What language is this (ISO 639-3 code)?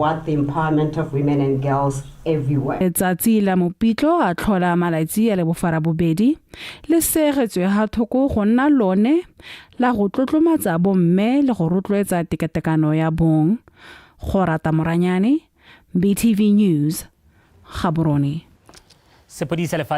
tsn